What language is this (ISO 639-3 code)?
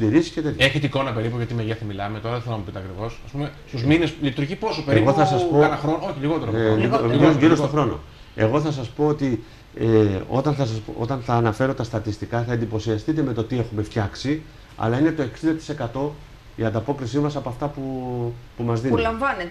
ell